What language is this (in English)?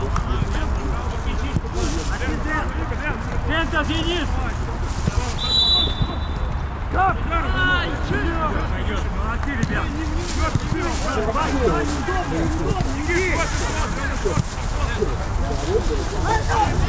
Russian